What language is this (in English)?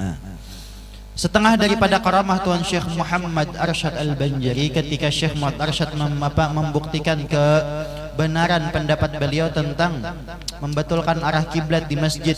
Banjar